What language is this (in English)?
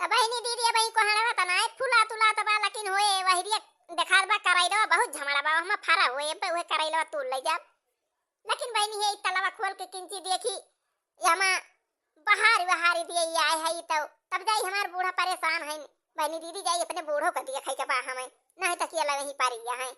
Awadhi